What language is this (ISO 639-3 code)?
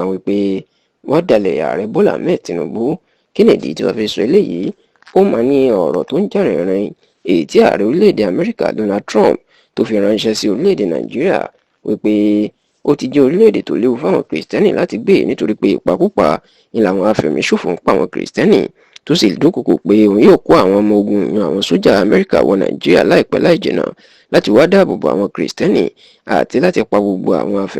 yor